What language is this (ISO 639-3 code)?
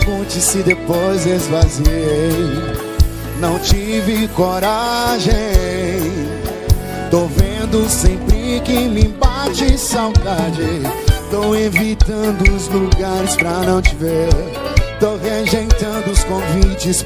por